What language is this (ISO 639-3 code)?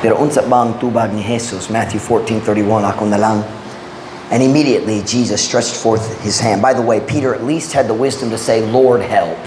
ceb